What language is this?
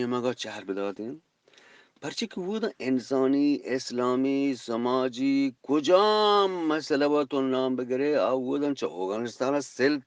Eastern Balochi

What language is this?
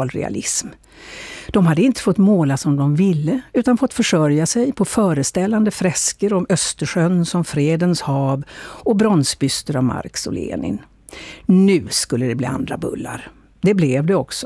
Swedish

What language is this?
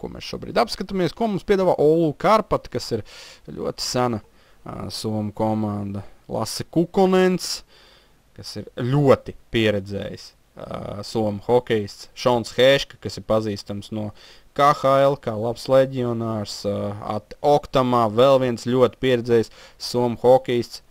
Latvian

